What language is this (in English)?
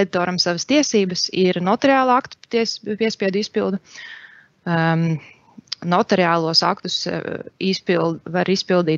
Latvian